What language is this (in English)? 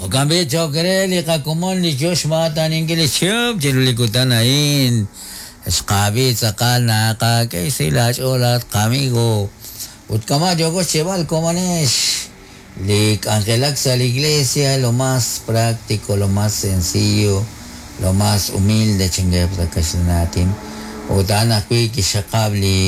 Kekchí